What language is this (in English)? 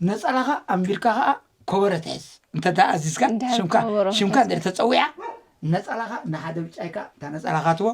Tigrinya